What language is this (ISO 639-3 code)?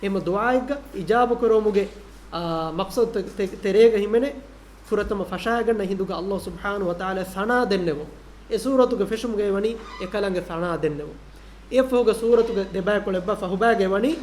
div